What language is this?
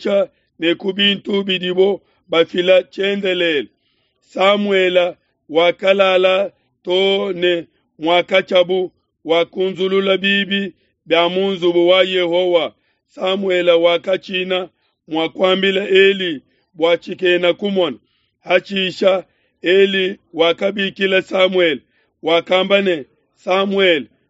Luba-Lulua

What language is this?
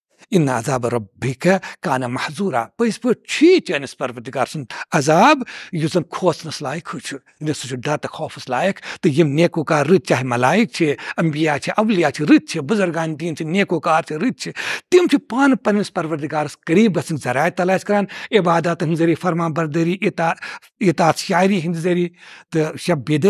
Kashmiri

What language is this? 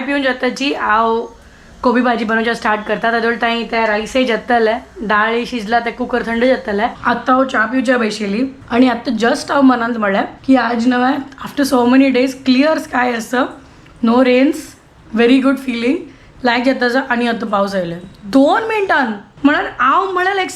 Konkani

